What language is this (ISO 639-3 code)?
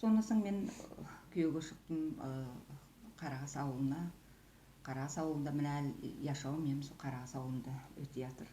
nog